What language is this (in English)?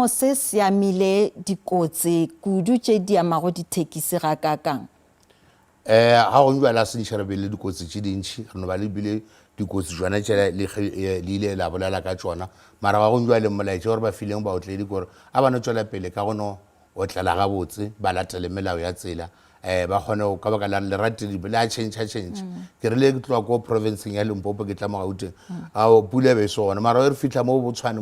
Northern Sotho